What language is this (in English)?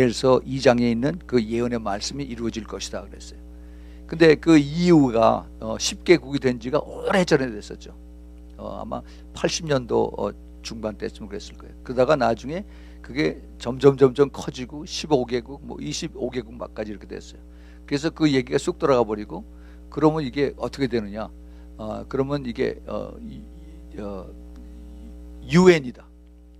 Korean